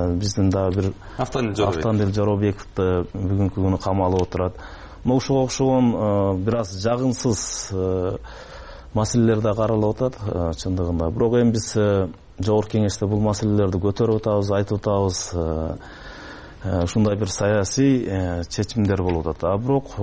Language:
Kyrgyz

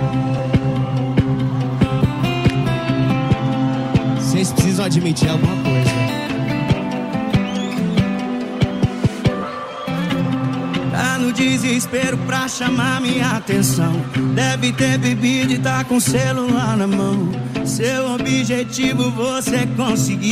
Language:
Portuguese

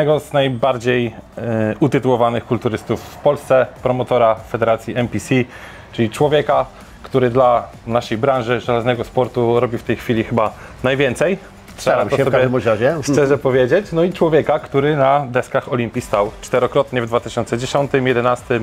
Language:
Polish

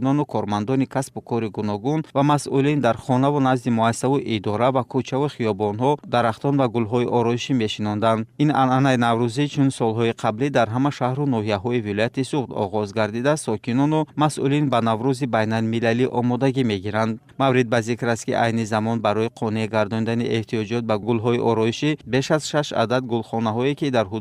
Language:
Tajik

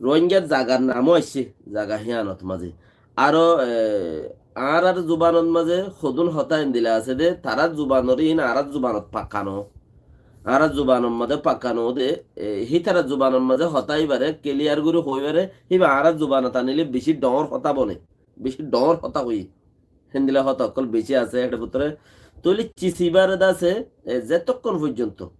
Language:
Rohingya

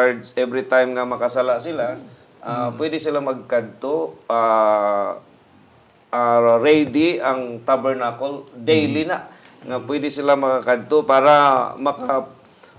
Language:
Hiligaynon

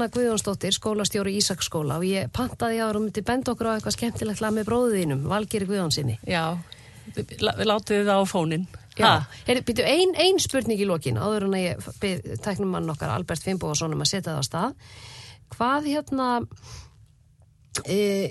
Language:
Icelandic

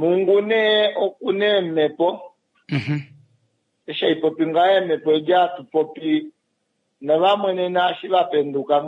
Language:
Kuanyama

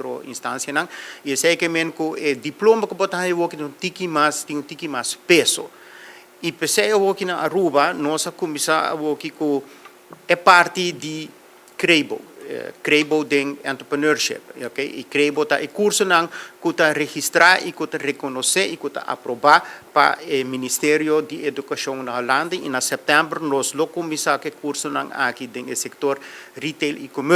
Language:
Papiamento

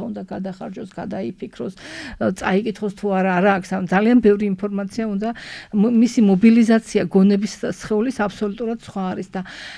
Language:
Georgian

